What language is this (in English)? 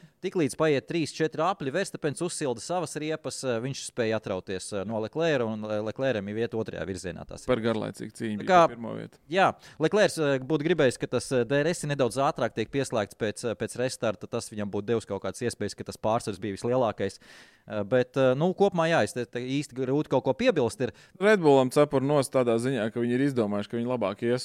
Latvian